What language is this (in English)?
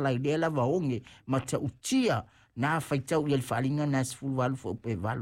Samoan